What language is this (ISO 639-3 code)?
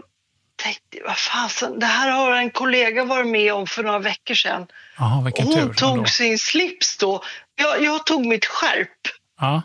swe